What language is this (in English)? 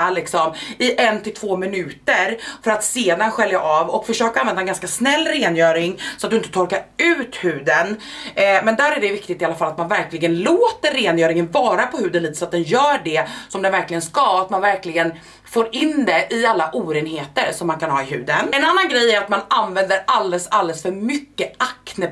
Swedish